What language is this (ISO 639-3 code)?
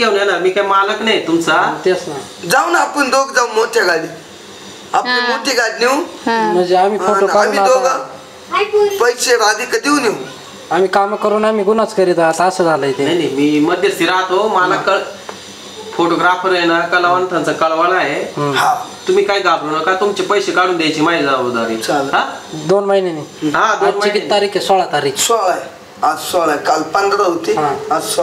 mar